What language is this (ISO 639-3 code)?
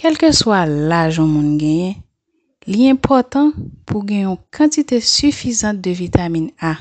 hat